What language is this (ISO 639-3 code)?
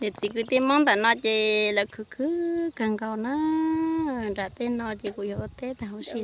hmn